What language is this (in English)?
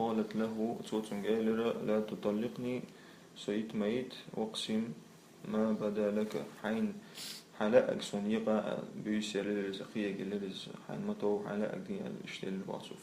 Chechen